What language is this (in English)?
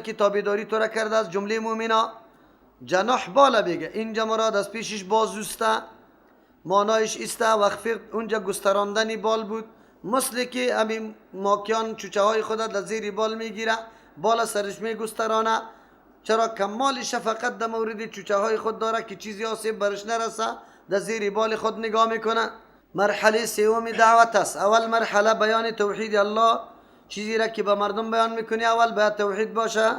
Persian